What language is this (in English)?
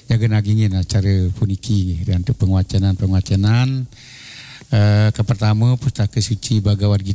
Balinese